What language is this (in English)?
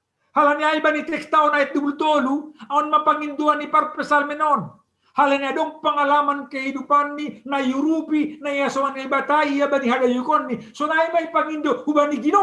Batak Simalungun